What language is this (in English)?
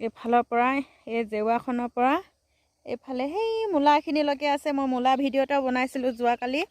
Assamese